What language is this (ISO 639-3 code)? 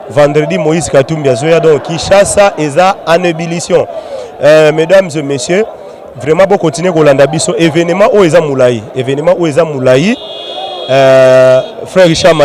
lin